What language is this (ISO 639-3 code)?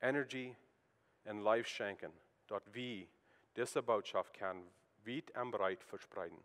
pdt